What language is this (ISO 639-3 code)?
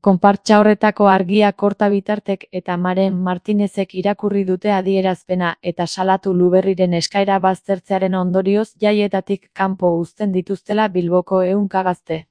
eus